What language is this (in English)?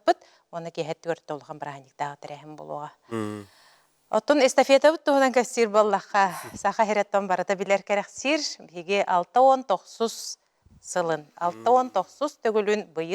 Yakut